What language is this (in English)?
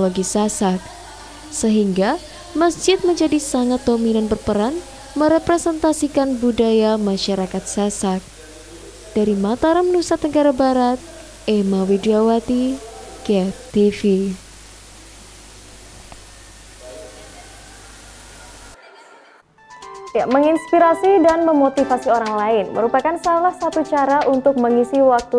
Indonesian